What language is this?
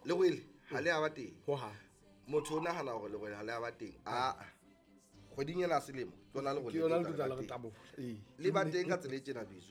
Southern Sotho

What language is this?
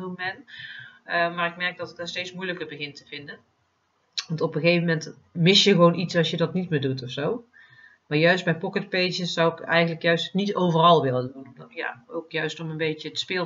Dutch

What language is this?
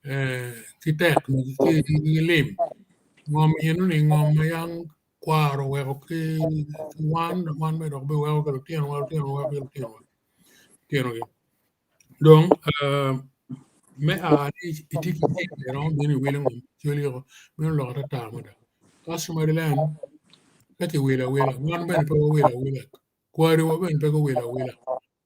Acoli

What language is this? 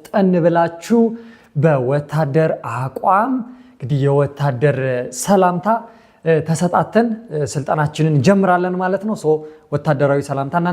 Amharic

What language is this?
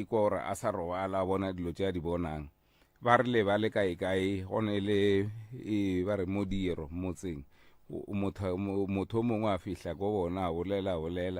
Northern Sotho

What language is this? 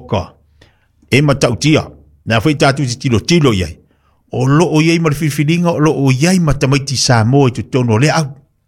Samoan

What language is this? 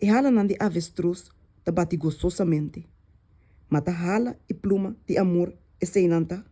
Papiamento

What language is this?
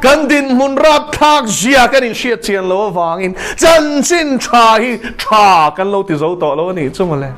Mizo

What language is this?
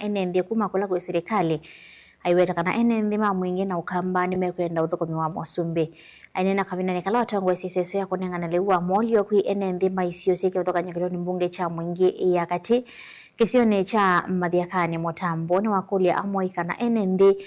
Kamba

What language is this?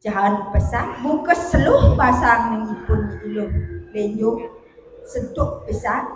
Balinese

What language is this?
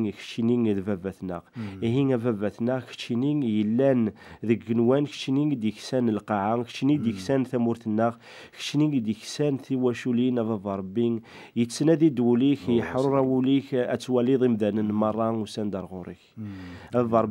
Kabyle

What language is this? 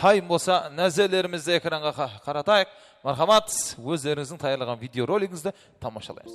Kara-Kalpak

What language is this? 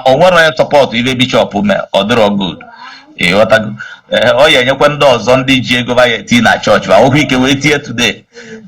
Igbo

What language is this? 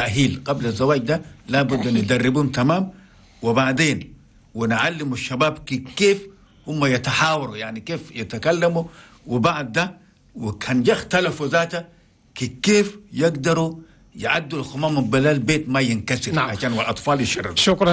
Chadian Arabic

